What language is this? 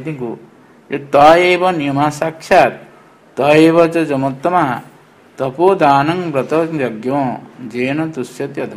Odia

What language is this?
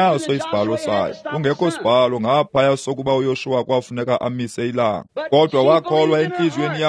Xhosa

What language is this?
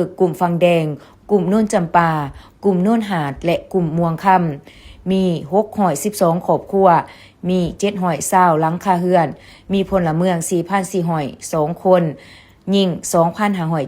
Lao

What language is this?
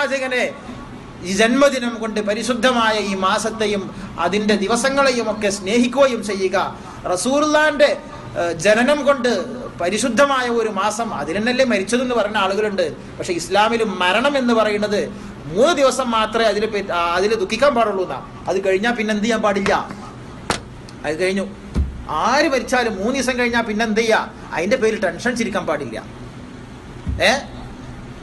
Malayalam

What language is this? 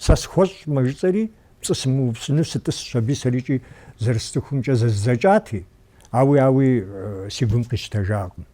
Kabardian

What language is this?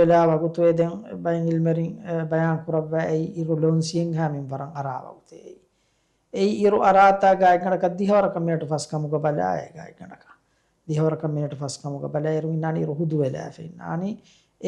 Divehi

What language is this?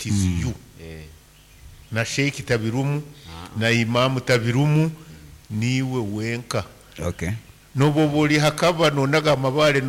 Nyoro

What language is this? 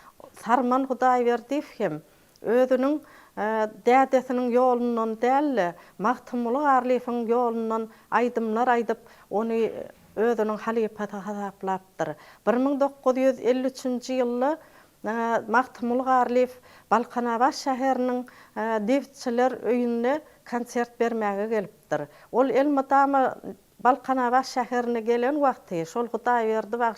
Turkmen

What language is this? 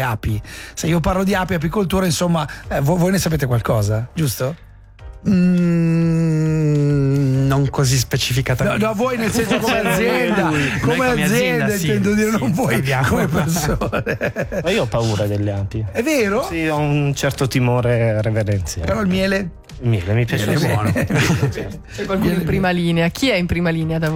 Italian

